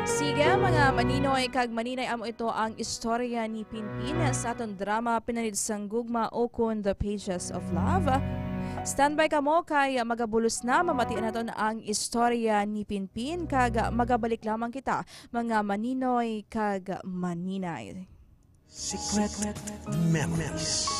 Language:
Hiligaynon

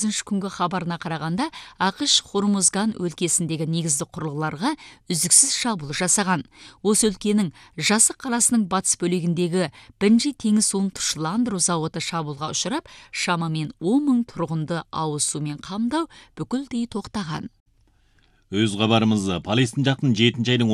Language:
Kazakh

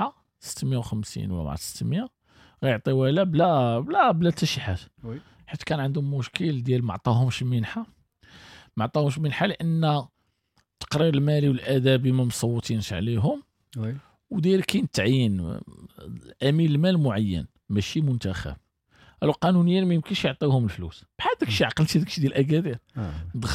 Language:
Moroccan Arabic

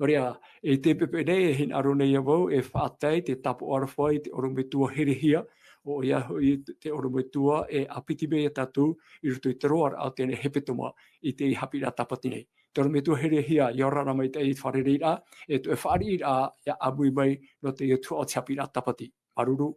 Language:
Tahitian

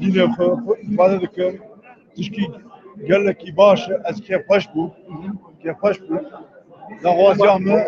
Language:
Kurdish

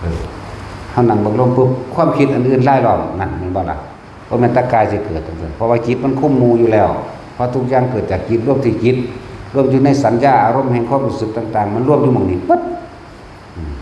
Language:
Northeastern Thai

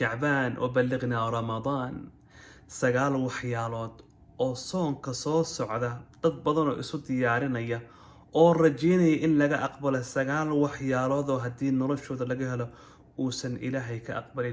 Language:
Somali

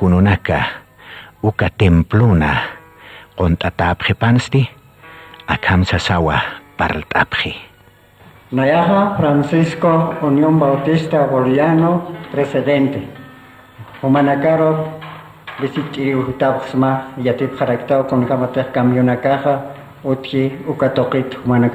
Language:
Aymara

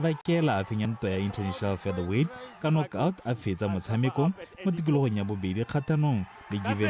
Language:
Tswana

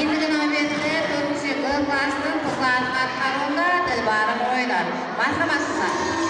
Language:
Kara-Kalpak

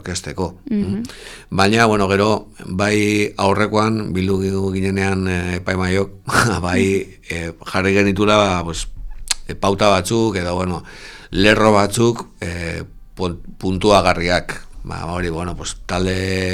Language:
Basque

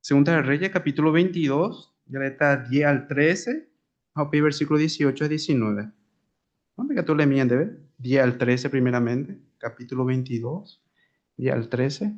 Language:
Guarani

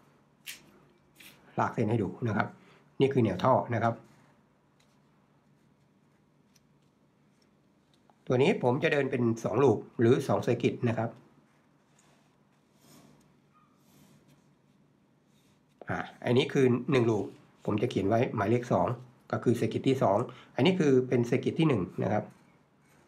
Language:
Thai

